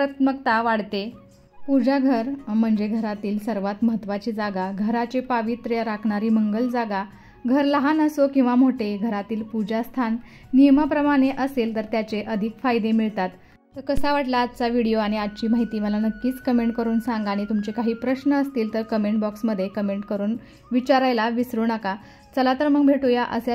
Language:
Marathi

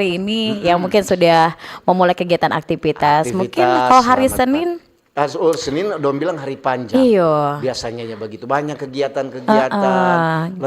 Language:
Manado Malay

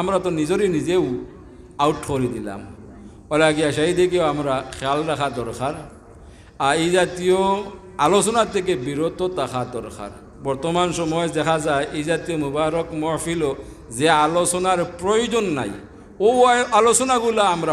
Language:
Sylheti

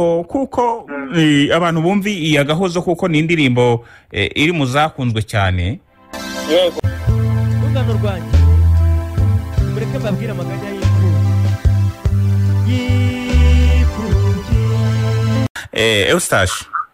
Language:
Kinyarwanda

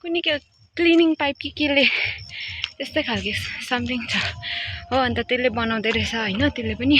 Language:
Nepali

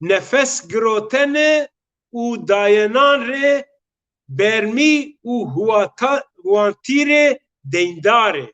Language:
Zaza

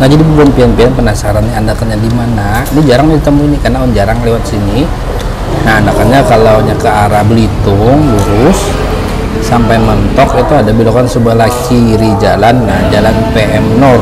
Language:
Banjar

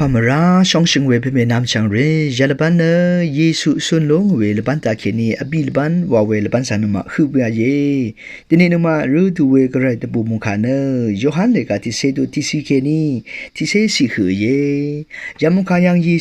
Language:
Rawang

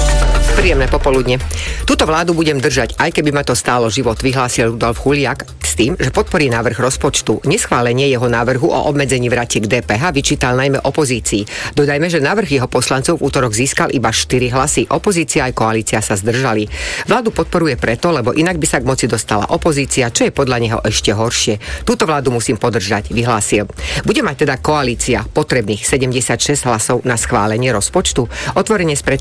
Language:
Slovak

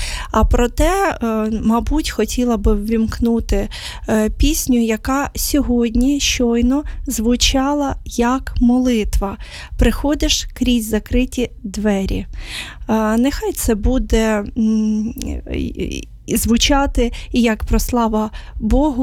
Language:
Ukrainian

